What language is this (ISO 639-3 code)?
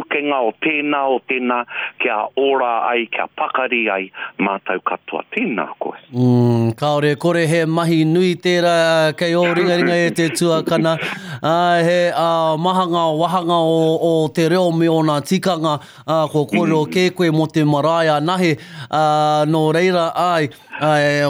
mri